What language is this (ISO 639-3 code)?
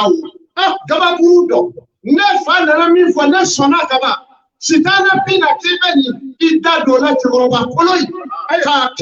bam